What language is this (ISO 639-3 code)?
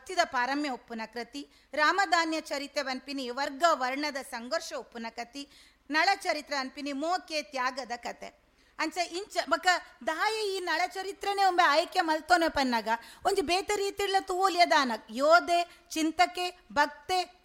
tcy